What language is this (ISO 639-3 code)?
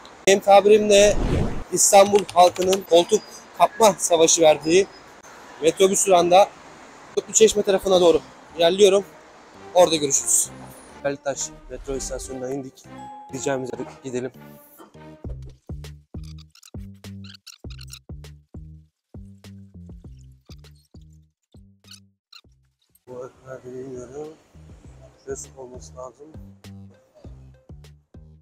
tur